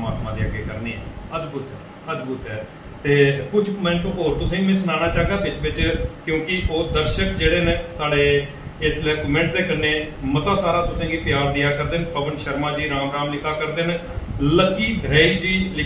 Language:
Dogri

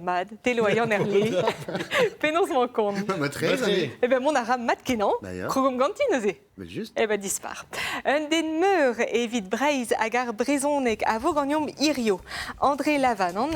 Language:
Breton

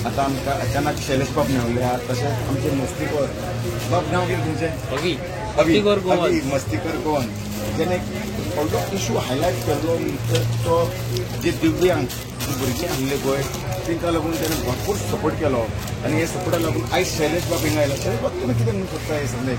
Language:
Konkani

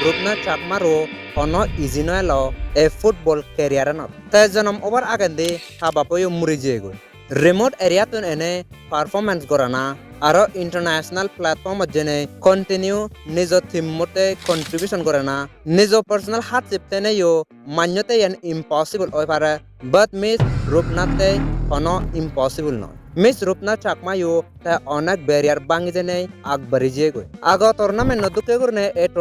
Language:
Chakma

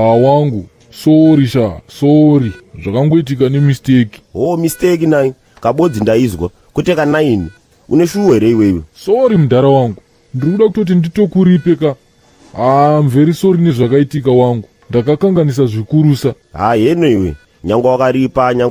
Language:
Shona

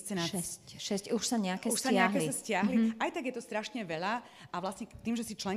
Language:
Slovak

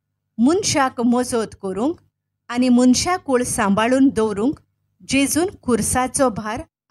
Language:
Konkani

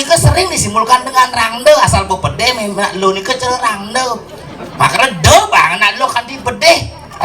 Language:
Balinese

